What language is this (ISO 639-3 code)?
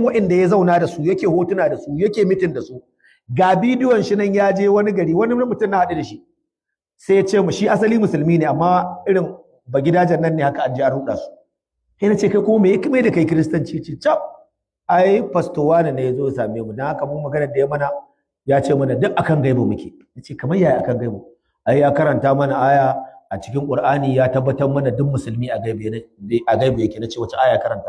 hau